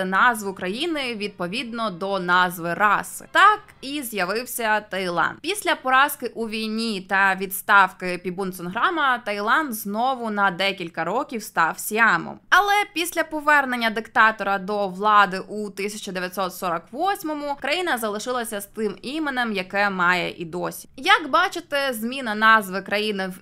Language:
Ukrainian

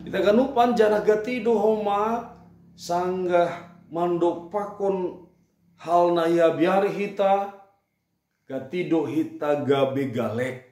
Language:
Batak Simalungun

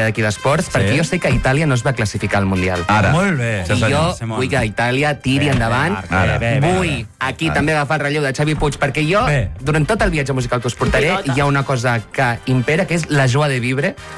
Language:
Catalan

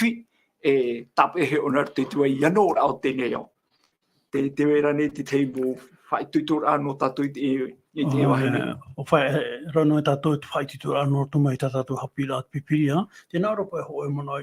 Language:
Tahitian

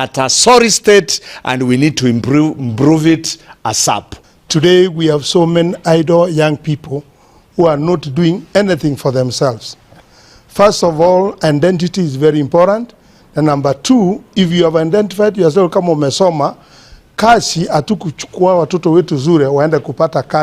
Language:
Gusii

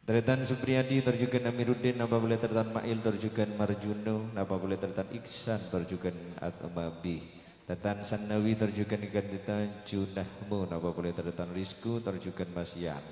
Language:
Madurese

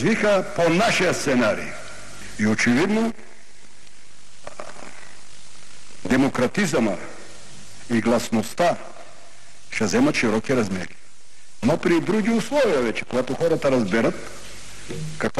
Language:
Bulgarian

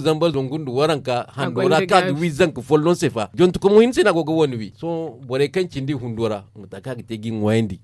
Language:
Zarma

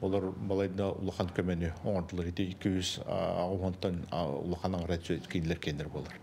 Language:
Yakut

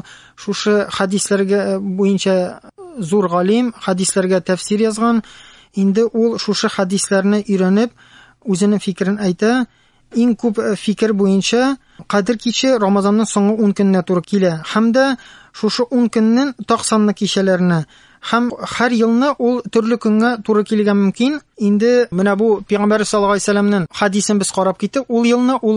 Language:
Tatar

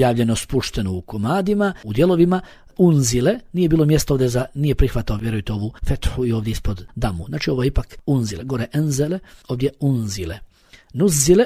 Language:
Bosnian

